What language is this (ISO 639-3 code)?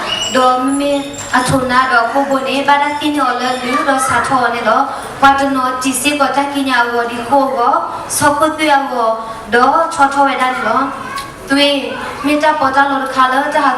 ksw